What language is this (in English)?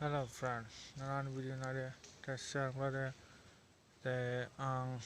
Kok Borok